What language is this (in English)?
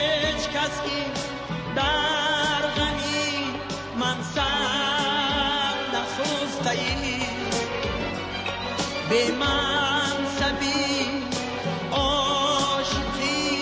Persian